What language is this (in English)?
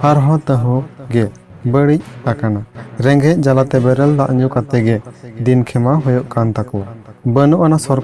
Santali